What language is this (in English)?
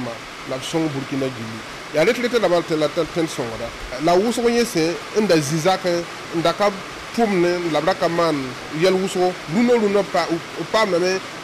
Mossi